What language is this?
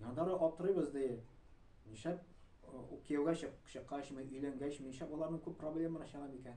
Tatar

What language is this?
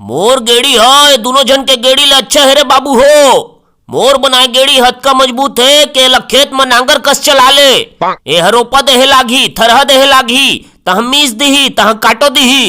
Chhattisgarhi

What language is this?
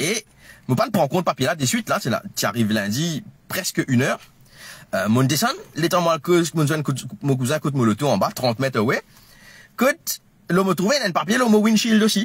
Morisyen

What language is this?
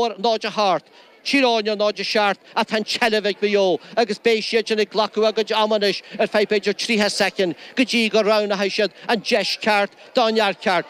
Irish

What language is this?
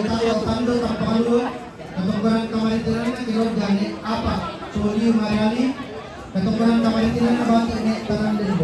Toraja-Sa'dan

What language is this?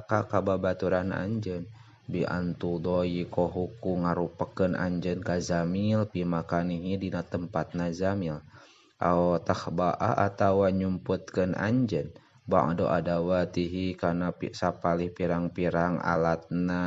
Sundanese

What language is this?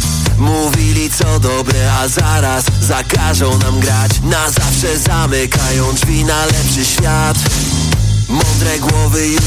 Polish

